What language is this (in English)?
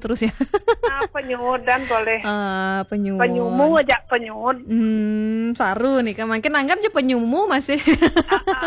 Balinese